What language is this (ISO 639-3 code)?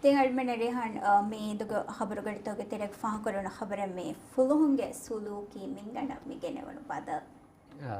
div